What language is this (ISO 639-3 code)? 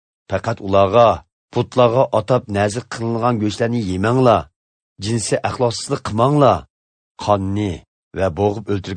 uig